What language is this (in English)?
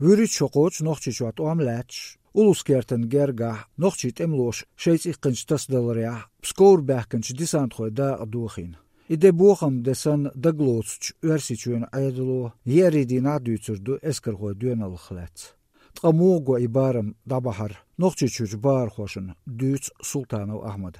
Chechen